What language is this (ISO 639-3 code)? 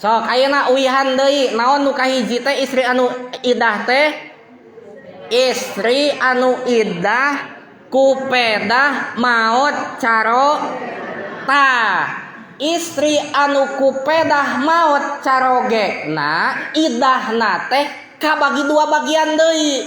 sun